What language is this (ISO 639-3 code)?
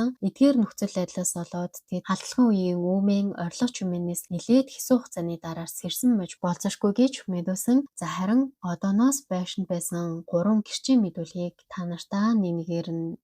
mon